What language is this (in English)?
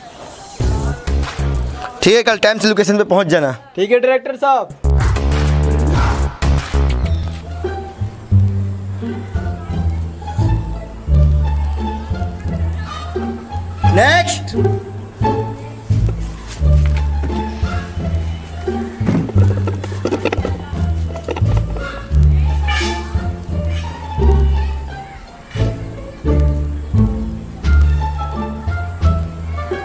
Hindi